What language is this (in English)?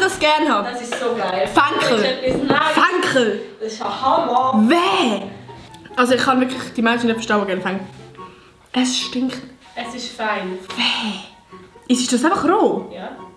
Swiss German